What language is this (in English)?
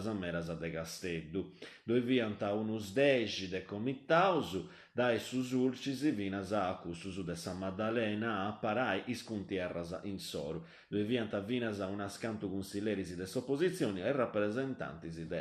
Sardinian